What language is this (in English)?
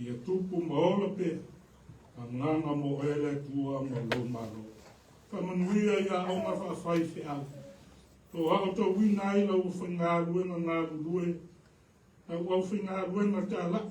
Samoan